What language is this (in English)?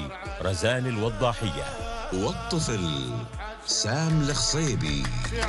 Arabic